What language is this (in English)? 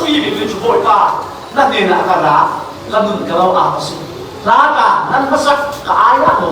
Falam Chin